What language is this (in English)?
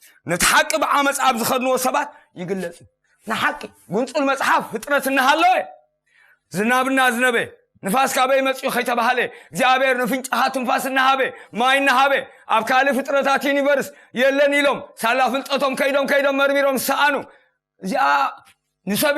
Tigrinya